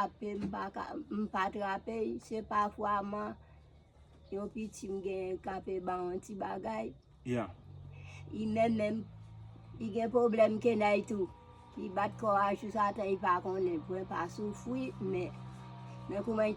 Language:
Haitian Creole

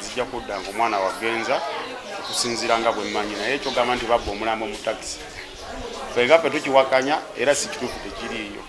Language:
Ganda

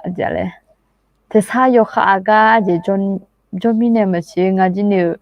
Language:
Akha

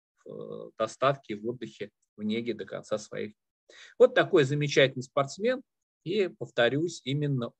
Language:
Russian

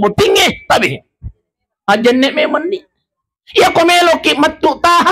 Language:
Buginese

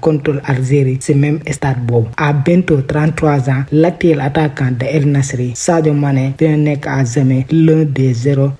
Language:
Wolof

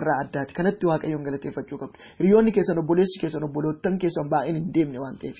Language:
Oromo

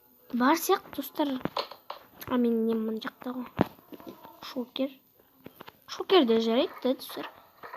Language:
Kazakh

